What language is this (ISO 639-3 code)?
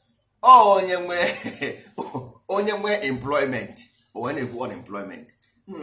ibo